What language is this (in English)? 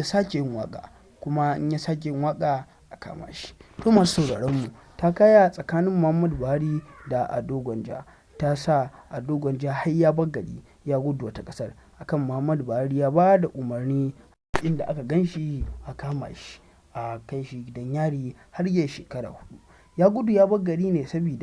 Hausa